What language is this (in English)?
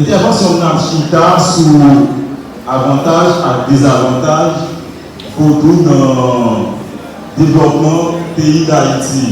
Haitian Creole